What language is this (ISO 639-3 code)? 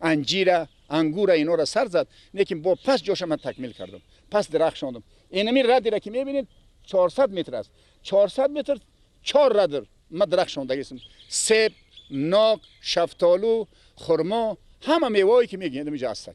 fas